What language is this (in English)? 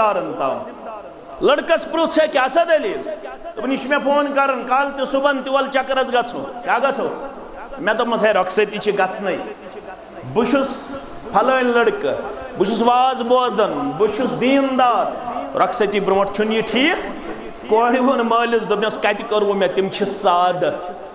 Kashmiri